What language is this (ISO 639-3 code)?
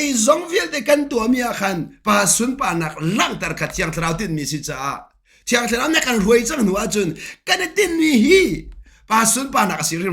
cnh